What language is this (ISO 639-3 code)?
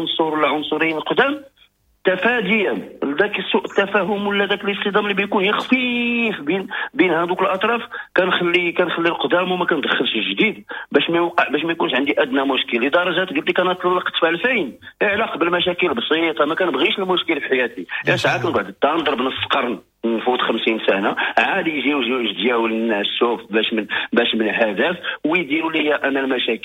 ary